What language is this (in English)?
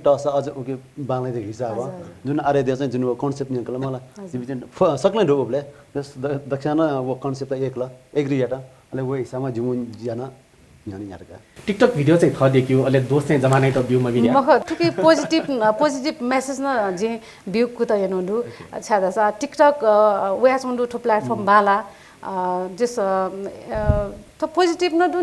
Newari